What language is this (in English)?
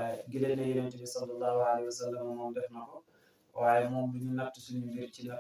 Wolof